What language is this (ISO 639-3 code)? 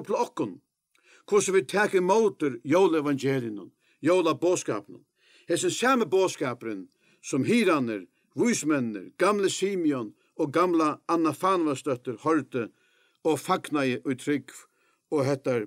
fao